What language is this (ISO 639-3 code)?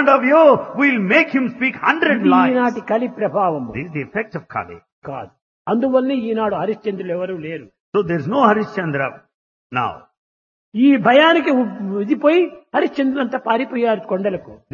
tel